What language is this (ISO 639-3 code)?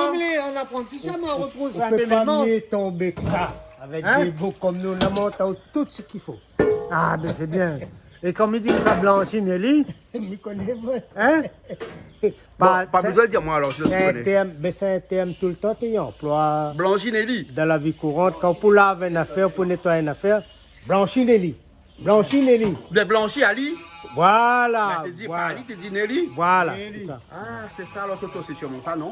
rcf